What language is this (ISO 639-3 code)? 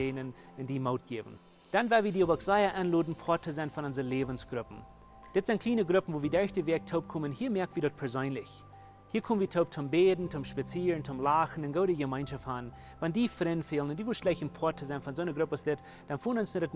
pdt